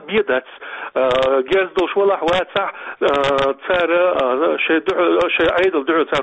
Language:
Chechen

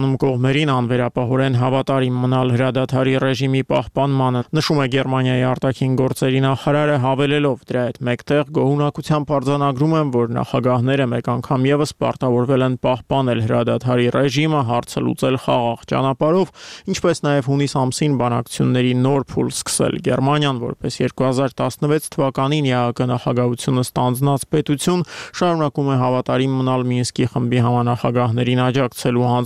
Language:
Armenian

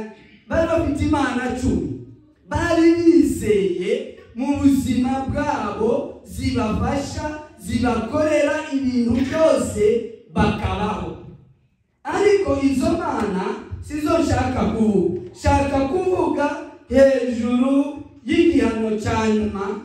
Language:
Rundi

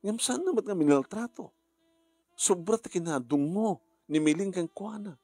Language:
Iloko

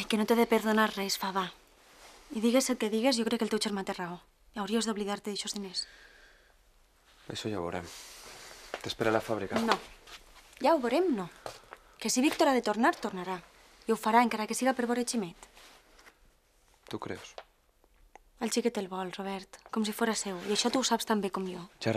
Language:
Catalan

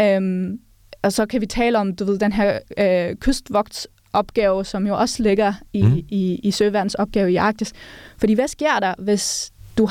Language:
Danish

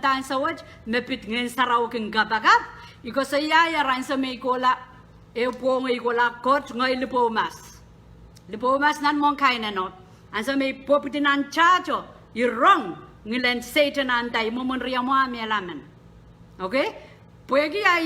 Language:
Pohnpeian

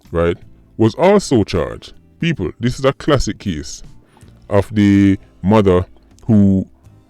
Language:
Jamaican Creole English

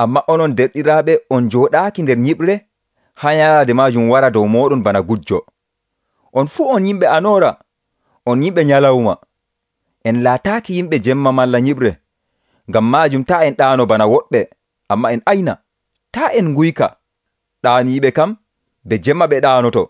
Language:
Nigerian Fulfulde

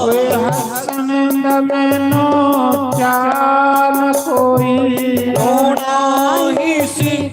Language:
Dogri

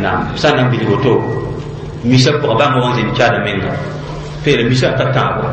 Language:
Mossi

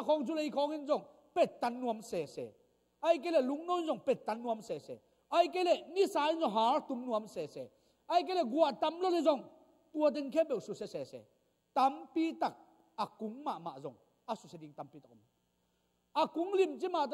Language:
Tedim Chin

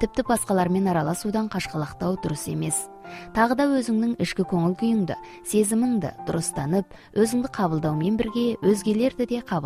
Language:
Kazakh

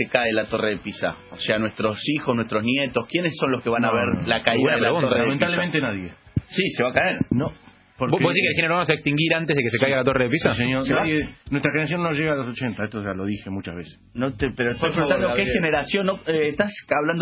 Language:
Spanish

